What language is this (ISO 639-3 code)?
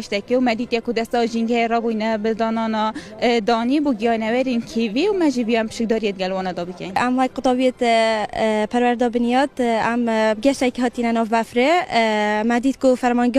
kur